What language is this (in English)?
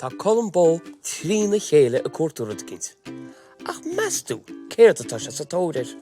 Irish